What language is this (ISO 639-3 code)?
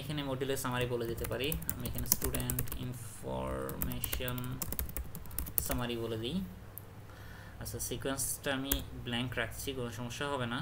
ben